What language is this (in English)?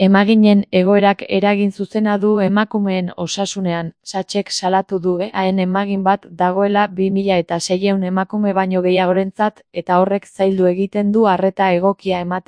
Basque